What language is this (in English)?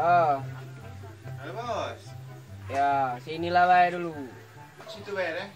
Musi